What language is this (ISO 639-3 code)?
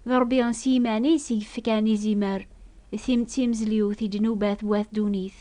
kab